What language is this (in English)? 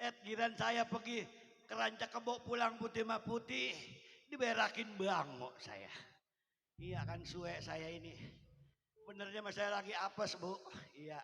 Betawi